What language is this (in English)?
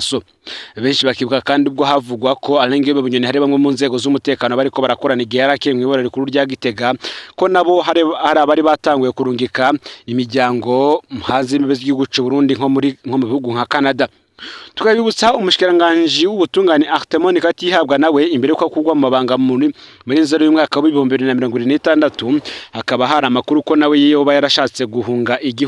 Rundi